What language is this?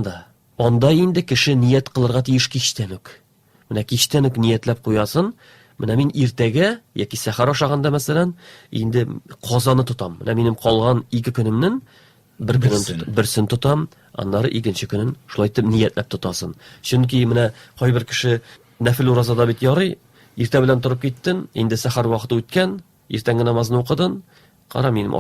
Tatar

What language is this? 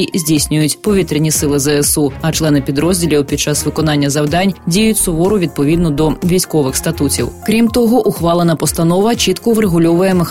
Ukrainian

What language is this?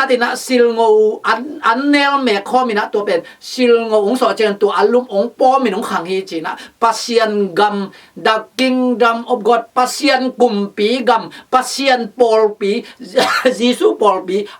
Tedim Chin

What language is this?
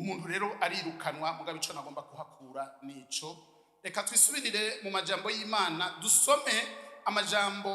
Rundi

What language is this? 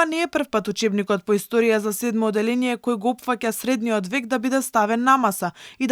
Macedonian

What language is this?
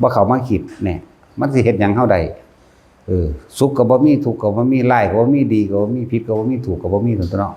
Northeastern Thai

